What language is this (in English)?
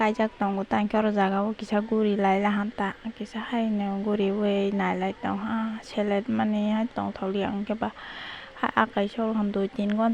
Kok Borok